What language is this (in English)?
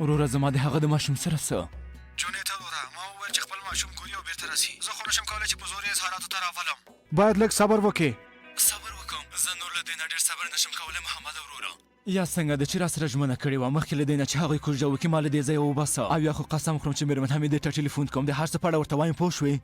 Persian